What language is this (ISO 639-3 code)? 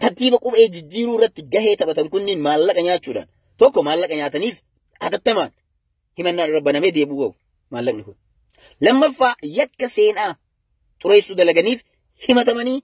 orm